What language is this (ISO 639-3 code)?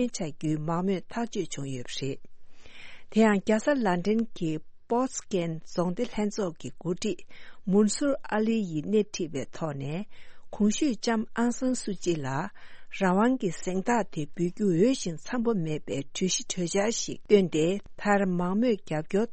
bod